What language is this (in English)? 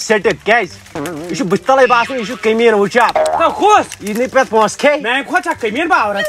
Kashmiri